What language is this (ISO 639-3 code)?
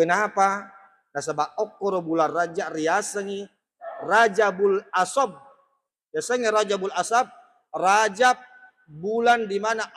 bug